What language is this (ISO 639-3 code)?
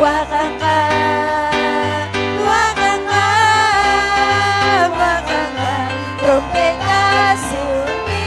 quy